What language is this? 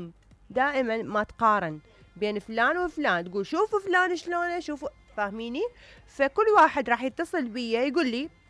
Mesopotamian Arabic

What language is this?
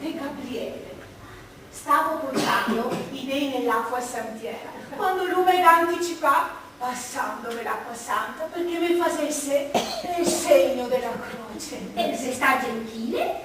Venetian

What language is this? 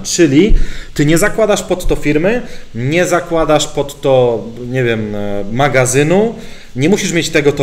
Polish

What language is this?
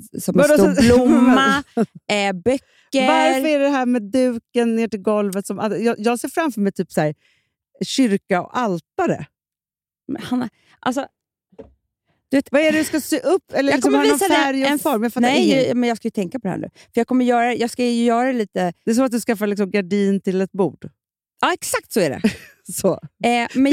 Swedish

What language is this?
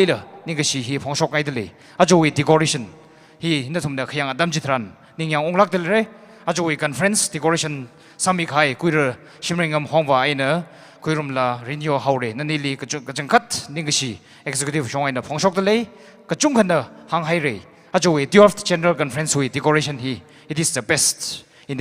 Tangkhul Naga (India)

